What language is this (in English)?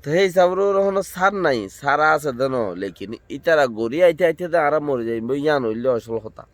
Rohingya